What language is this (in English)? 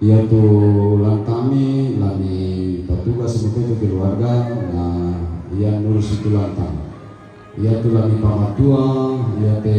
Toraja-Sa'dan